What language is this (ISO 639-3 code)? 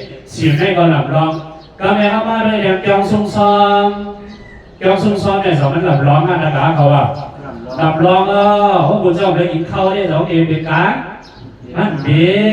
shn